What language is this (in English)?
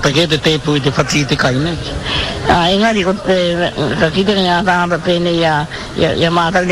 Māori